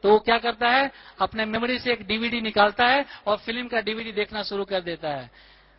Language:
Hindi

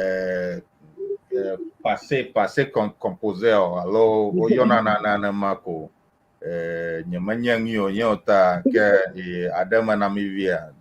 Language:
Ewe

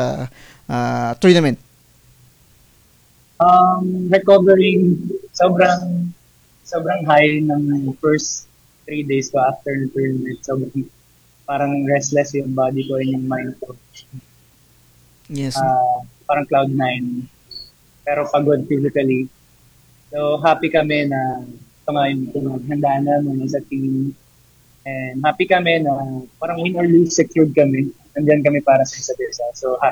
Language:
Filipino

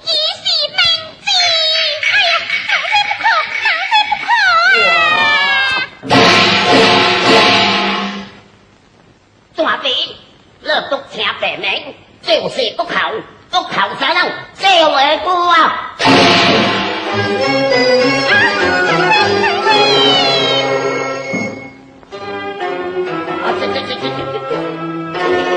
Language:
Min Nan Chinese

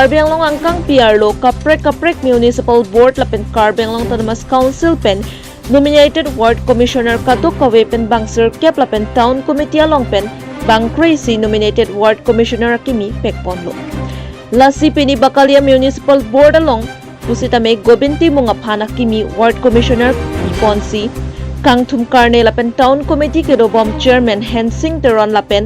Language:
Karbi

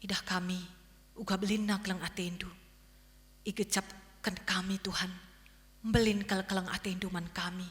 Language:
Batak Karo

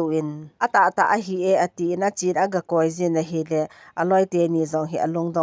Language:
Thado Chin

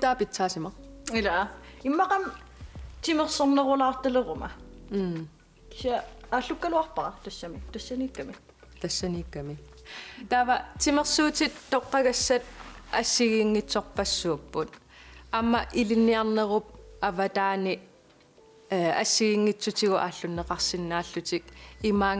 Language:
Kalaallisut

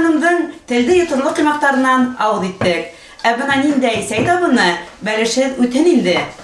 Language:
Bashkir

